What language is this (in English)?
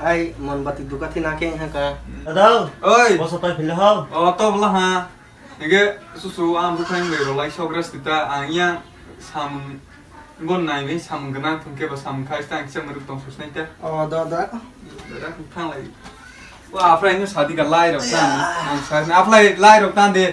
Kok Borok